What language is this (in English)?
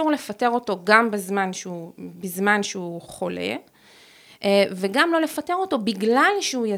Hebrew